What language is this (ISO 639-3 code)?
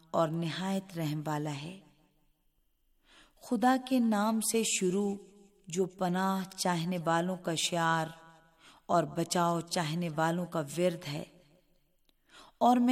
urd